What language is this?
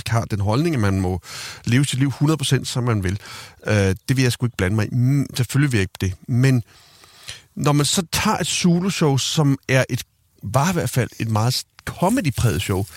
Danish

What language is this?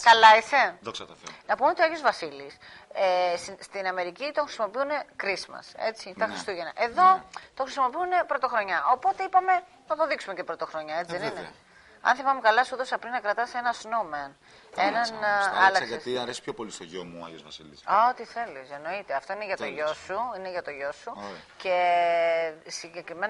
Greek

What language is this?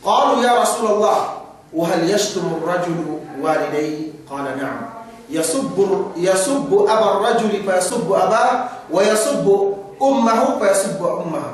Yakan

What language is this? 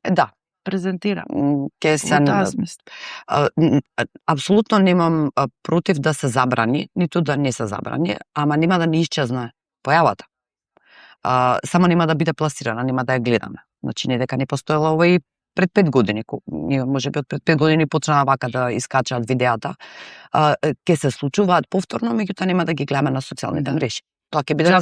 Macedonian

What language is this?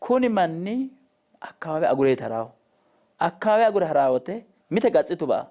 Sidamo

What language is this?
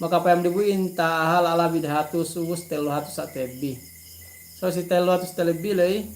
Yakan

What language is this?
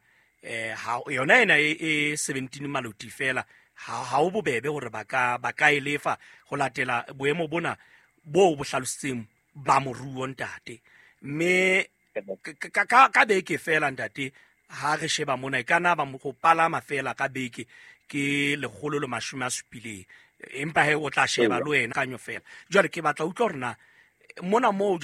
Southern Sotho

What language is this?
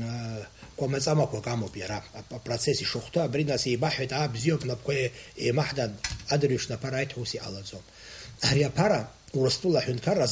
Abkhazian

